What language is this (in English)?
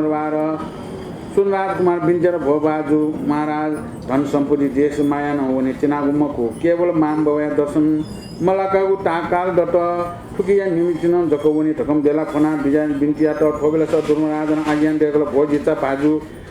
Newari